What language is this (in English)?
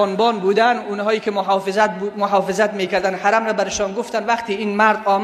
Persian